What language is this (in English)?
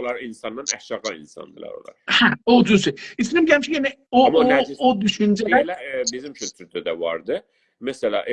South Azerbaijani